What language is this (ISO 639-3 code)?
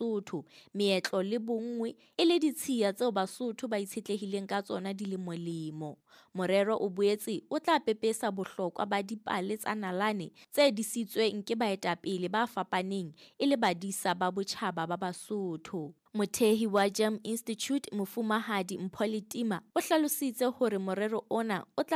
sot